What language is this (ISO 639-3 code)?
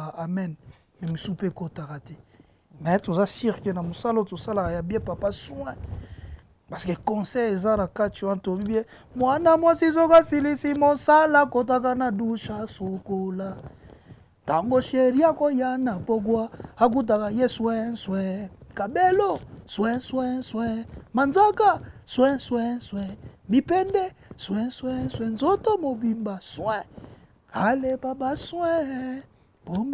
lin